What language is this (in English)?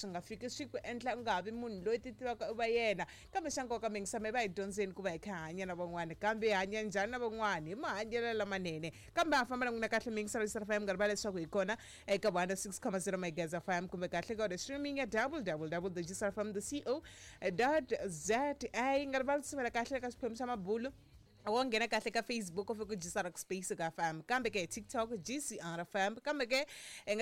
Tsonga